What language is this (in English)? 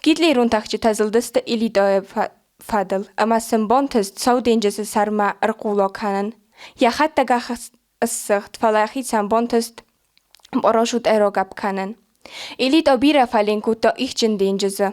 Ossetic